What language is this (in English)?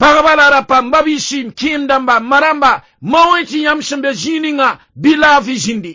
Mossi